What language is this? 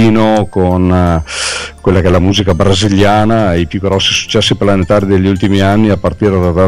Italian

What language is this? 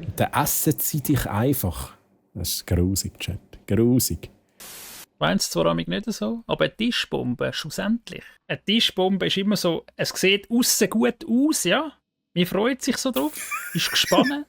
Swiss German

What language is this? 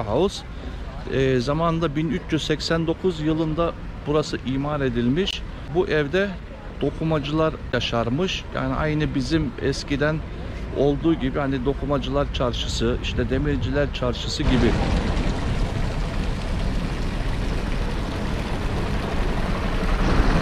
Turkish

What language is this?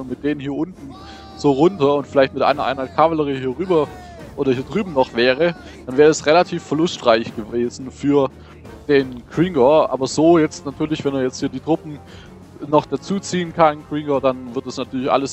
German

